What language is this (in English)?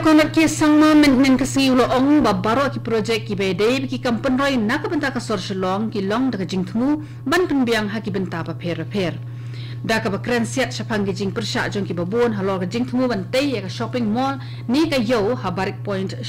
Khasi